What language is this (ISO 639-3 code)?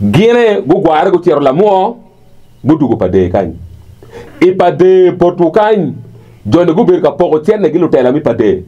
ach